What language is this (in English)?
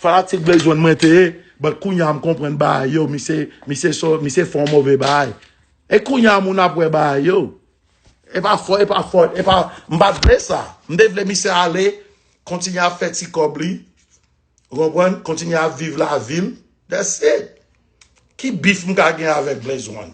Haitian Creole